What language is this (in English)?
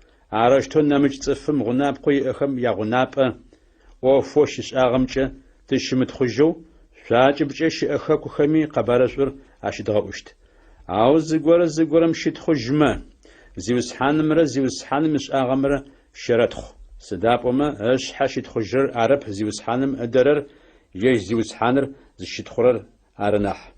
Adyghe